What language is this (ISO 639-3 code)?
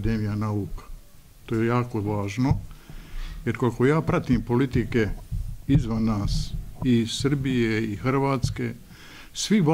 bos